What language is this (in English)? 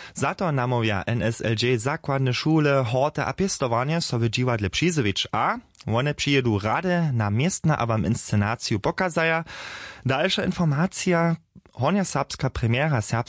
Upper Sorbian